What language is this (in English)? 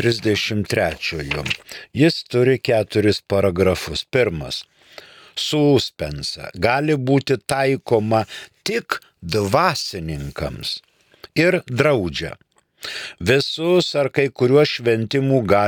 Lithuanian